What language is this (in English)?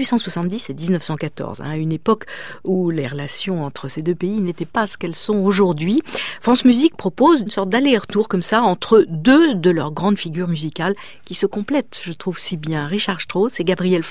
French